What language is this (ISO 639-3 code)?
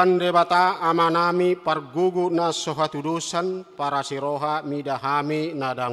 bbc